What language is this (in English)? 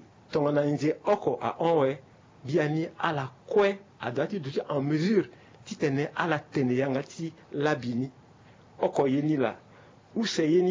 Sango